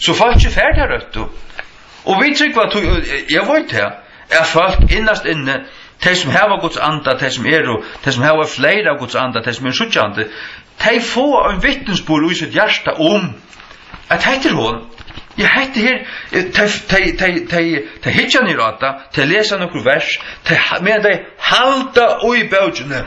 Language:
Faroese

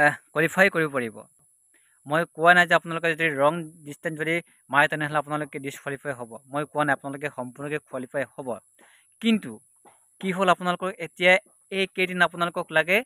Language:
Assamese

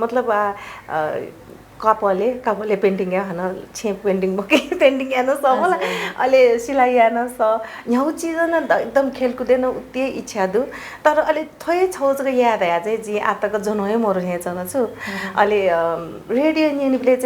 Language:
Newari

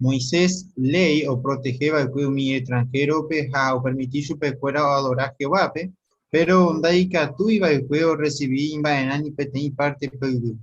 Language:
Guarani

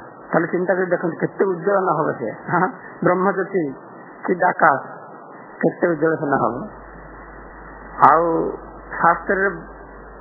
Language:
Odia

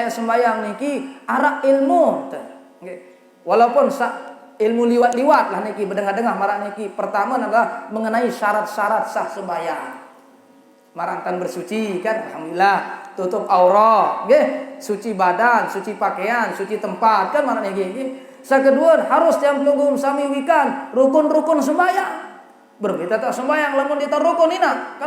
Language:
Sasak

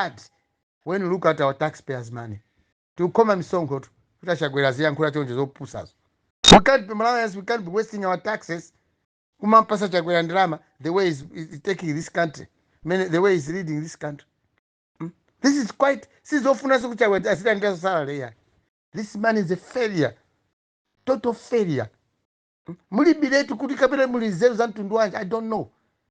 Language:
Nyanja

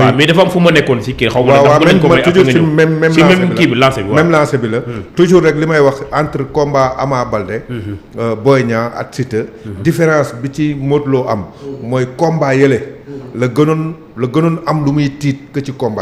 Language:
Wolof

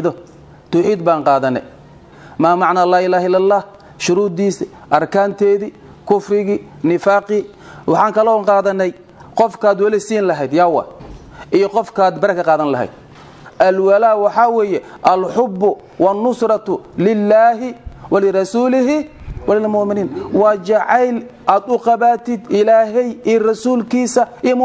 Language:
Somali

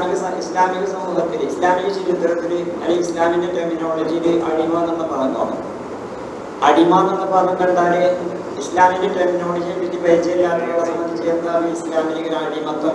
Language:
Malayalam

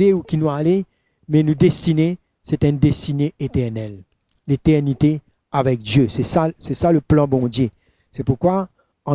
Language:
Morisyen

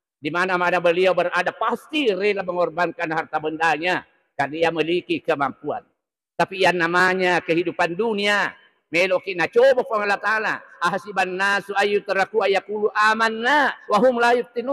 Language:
Buginese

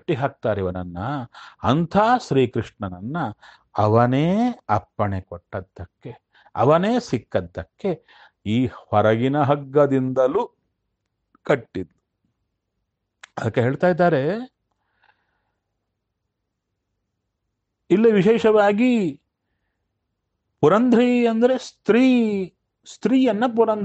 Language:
Kannada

